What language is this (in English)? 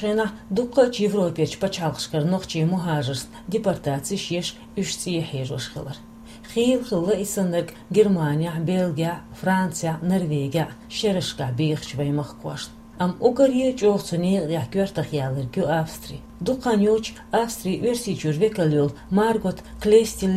Chechen